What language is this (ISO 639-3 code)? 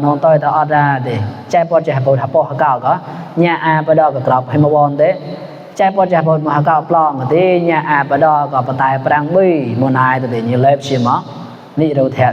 mnw